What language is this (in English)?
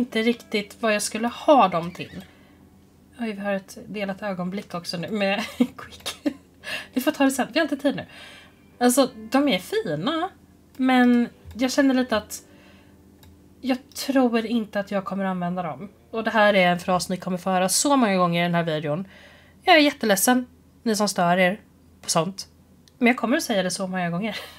Swedish